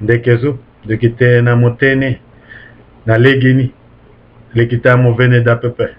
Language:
Sango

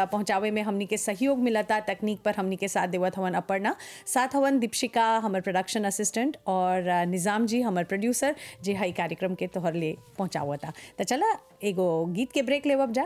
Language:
Bhojpuri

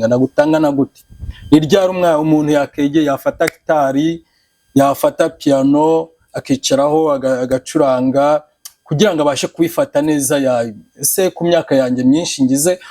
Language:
Kinyarwanda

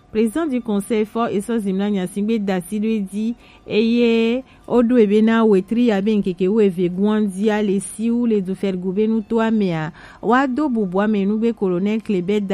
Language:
Gen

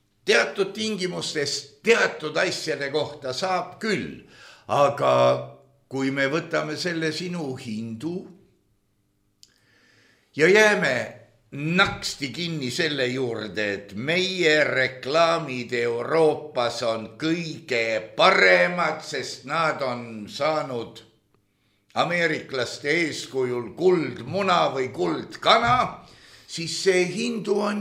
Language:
Estonian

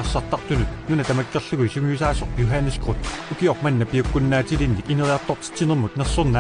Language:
Kalaallisut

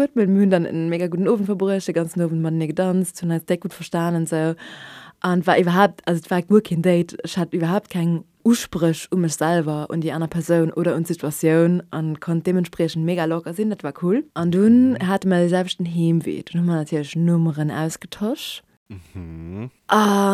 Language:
Luxembourgish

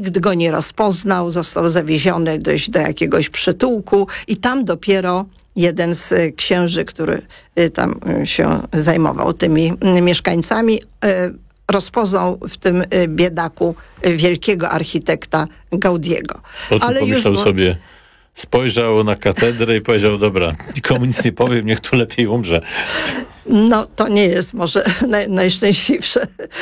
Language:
Polish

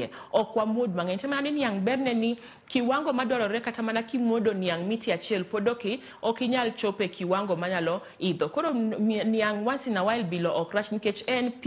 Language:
Luo (Kenya and Tanzania)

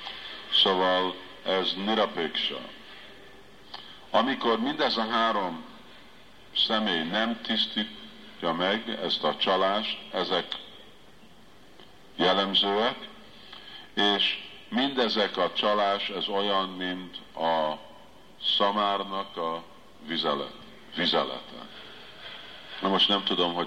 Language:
Hungarian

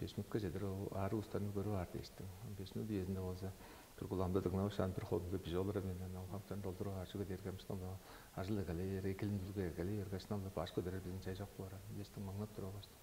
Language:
Tuvinian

